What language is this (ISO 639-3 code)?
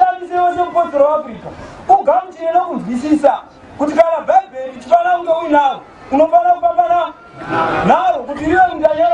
sna